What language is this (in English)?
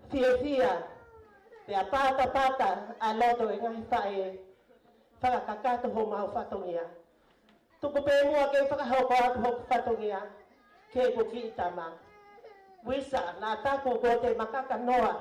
Tongan